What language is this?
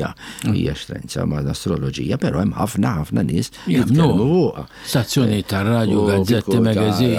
Maltese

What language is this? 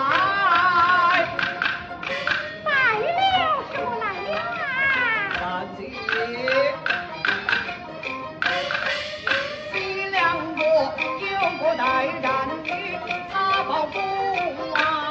Chinese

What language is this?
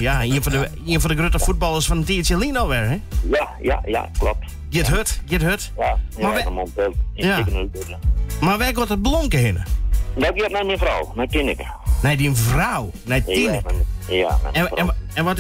Western Frisian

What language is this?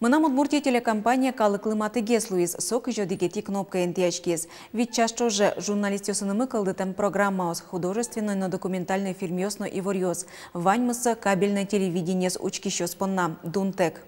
Udmurt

